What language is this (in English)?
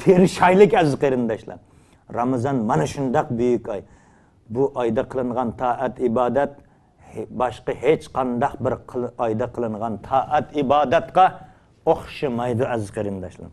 Uyghur